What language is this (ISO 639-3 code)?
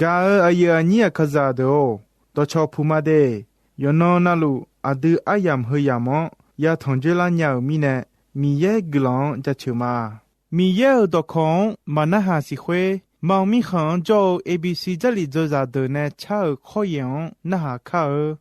ahk